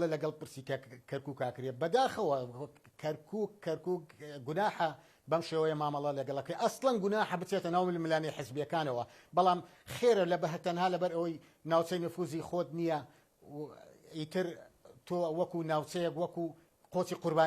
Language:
Central Kurdish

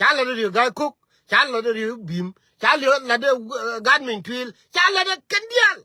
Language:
Nuer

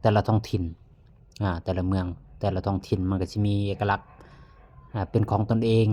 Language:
Lao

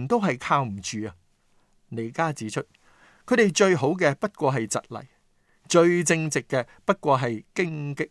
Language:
Cantonese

